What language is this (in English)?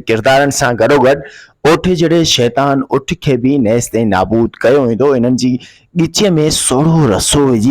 Sindhi